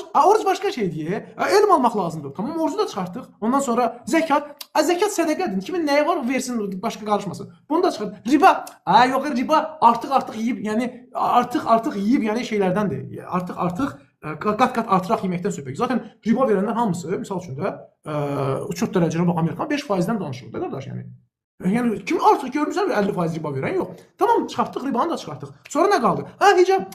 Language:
Azerbaijani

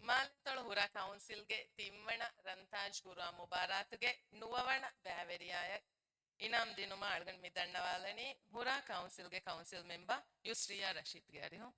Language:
Divehi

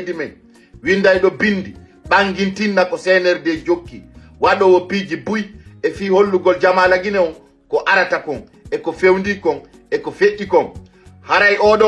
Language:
Fula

